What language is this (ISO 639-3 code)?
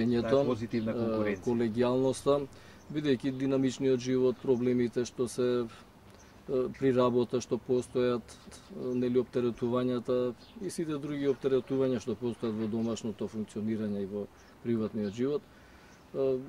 mkd